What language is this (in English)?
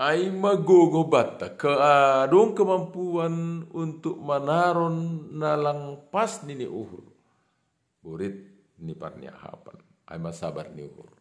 Batak Simalungun